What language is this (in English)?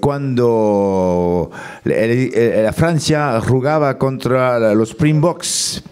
Occitan